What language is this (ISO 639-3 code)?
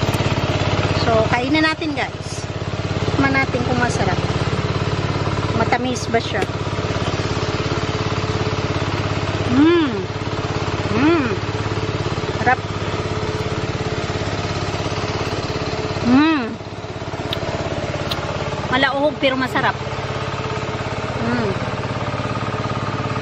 fil